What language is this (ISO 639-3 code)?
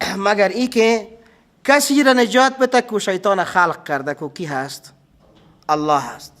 fas